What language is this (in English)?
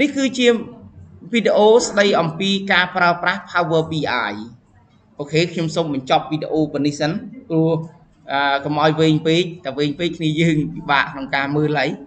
Khmer